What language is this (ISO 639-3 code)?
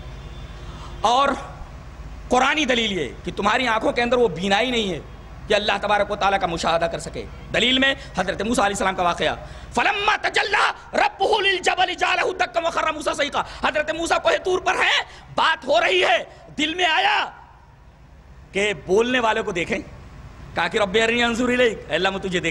urd